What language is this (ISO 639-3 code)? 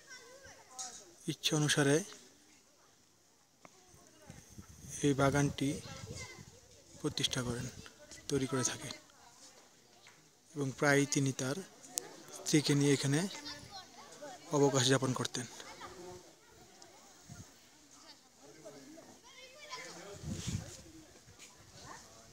ben